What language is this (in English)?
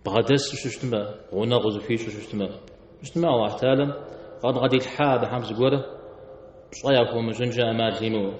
Kabardian